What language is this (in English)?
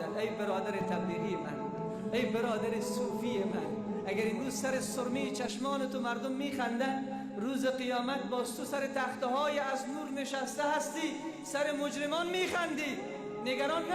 Persian